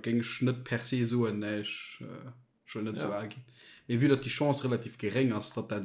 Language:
Luxembourgish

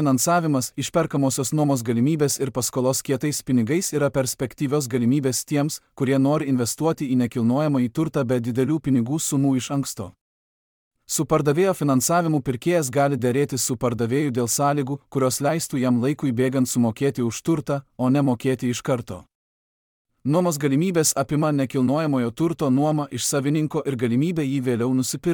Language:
Lithuanian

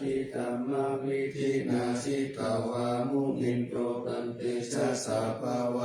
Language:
Pali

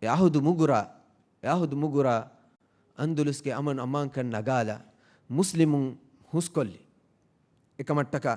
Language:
Divehi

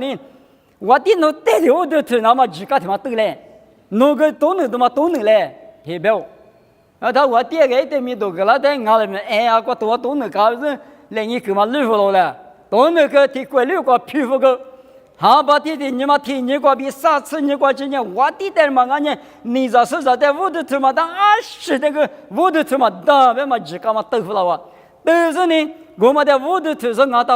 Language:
Lisu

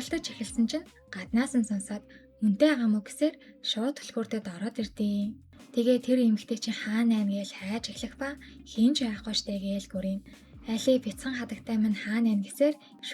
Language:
Mongolian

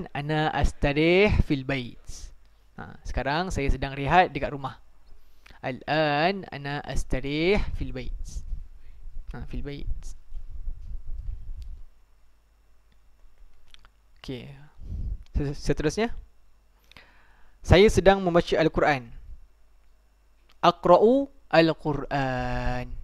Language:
Malay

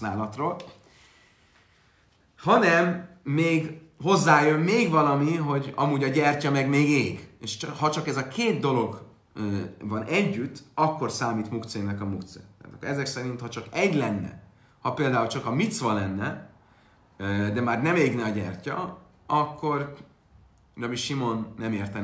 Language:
Hungarian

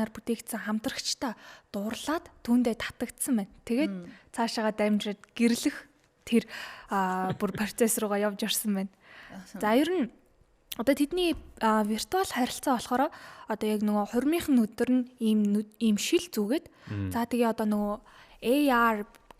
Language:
Mongolian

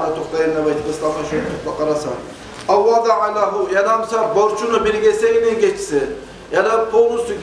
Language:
Kumyk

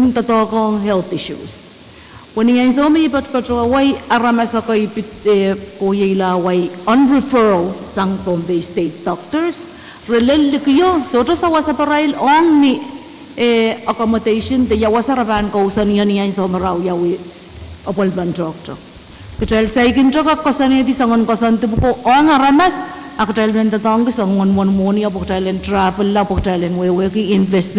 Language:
Pohnpeian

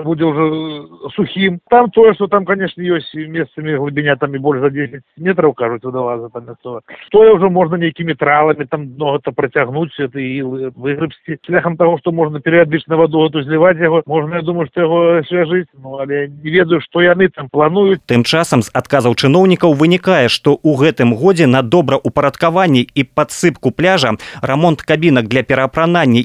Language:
Belarusian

